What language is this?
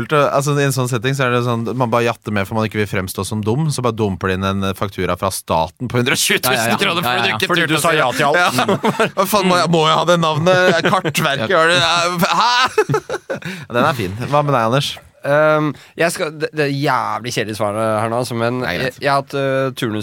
Norwegian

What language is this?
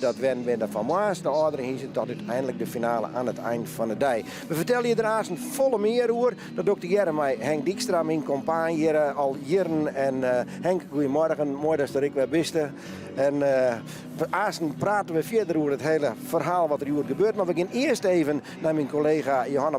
Western Frisian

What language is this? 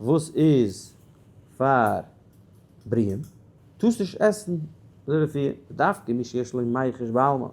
Yiddish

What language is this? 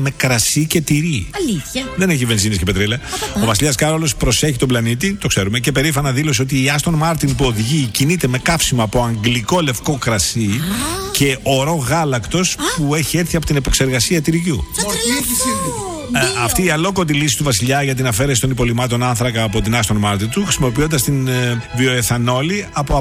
Greek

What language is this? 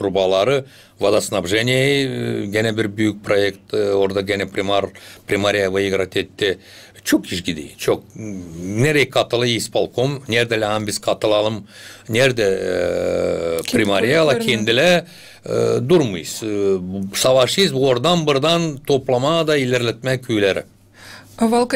Gagauz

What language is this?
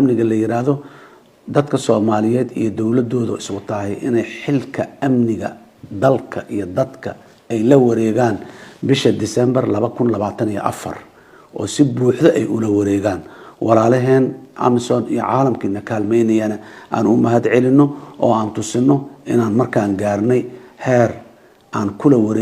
Somali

